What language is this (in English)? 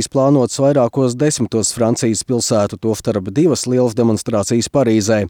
Latvian